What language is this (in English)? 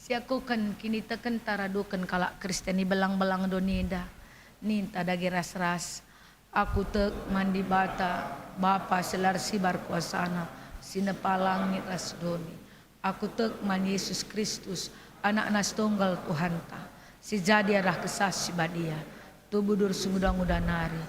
Batak Karo